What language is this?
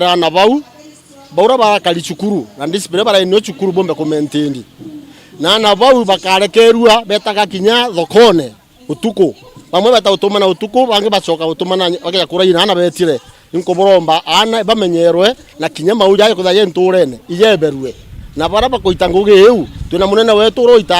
Meru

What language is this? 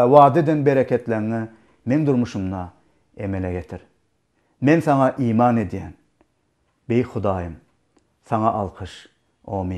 Turkmen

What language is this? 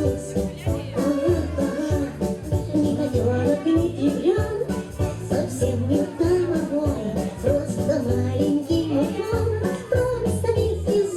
Yakut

